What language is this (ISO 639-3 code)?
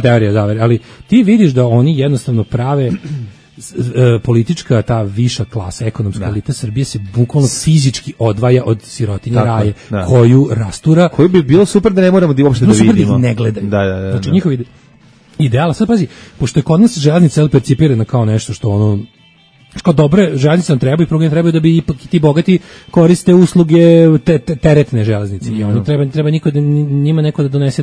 srp